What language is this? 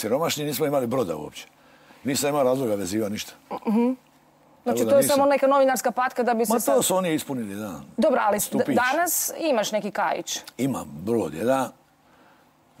Croatian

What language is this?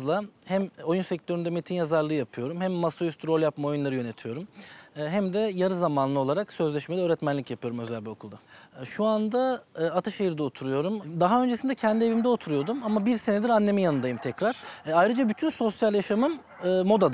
Turkish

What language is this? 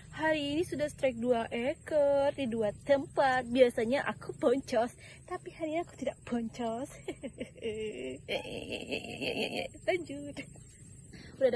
Indonesian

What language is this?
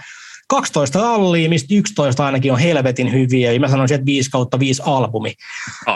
Finnish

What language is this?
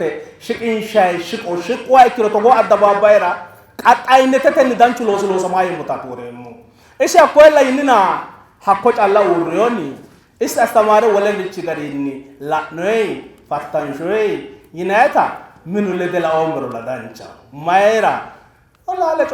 Sidamo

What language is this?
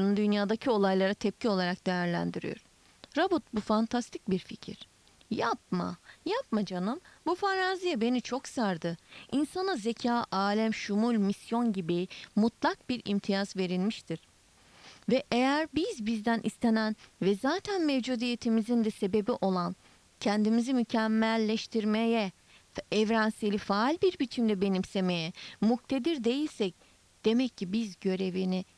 Turkish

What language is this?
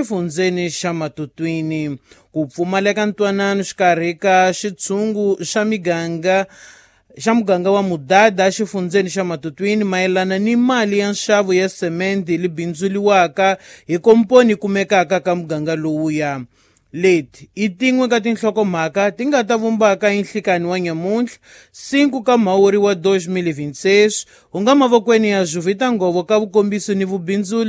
Tsonga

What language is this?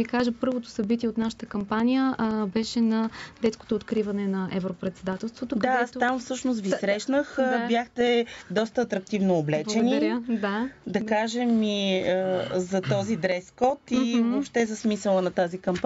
Bulgarian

